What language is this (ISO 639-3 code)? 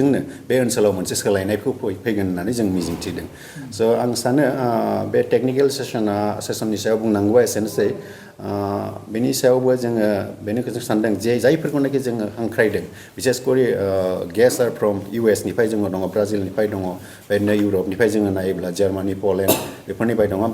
brx